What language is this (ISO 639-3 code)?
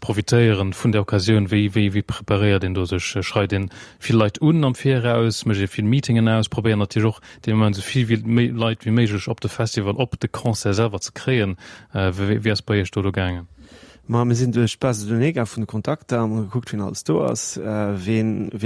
ltz